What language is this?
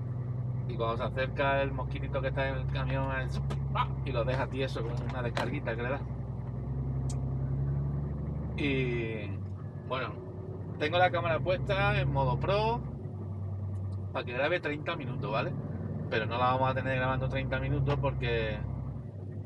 Spanish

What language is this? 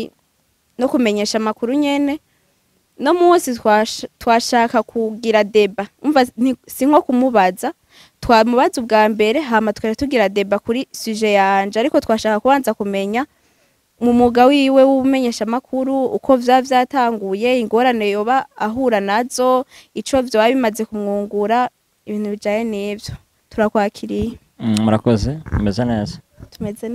Rundi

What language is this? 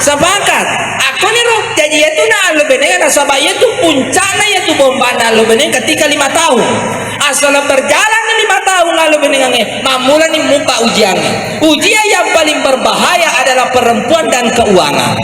Buginese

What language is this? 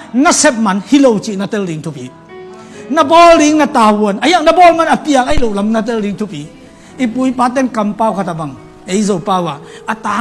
Tedim Chin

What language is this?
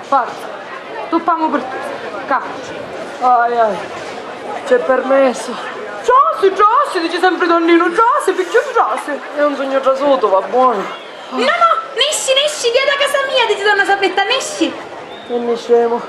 Sicilian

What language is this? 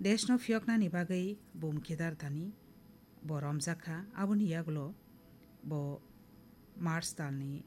Kok Borok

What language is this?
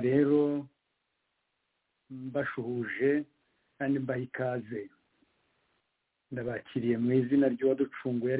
Kinyarwanda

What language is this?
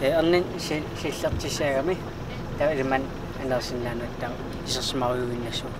Kalaallisut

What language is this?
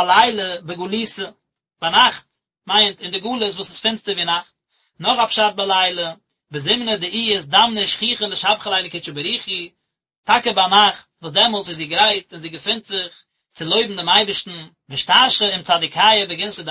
Yiddish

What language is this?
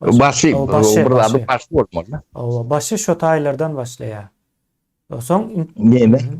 Turkmen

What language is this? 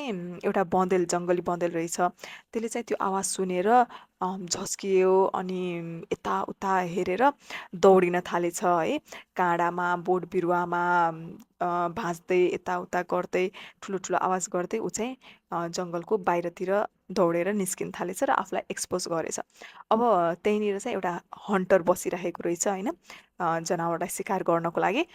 Nepali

